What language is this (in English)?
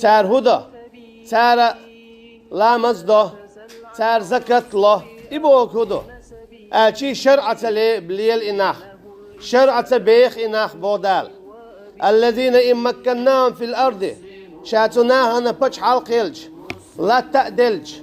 Chechen